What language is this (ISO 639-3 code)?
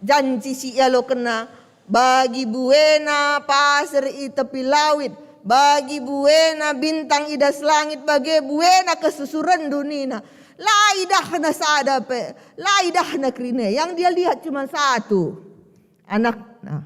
btx